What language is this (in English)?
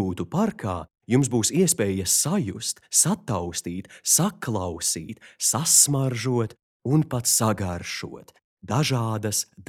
Latvian